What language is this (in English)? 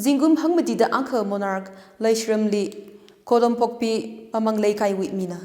Tangkhul Naga (India)